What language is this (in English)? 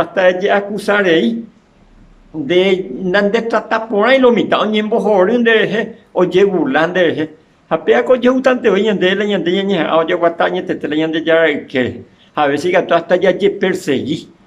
Guarani